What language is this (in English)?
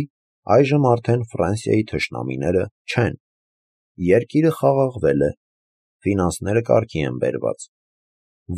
Armenian